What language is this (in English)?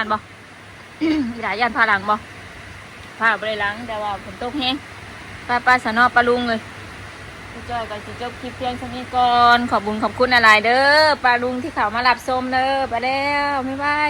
Northeastern Thai